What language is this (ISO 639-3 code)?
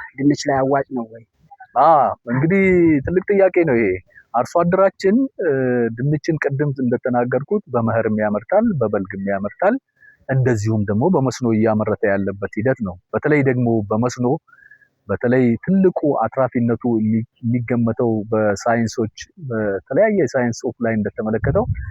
amh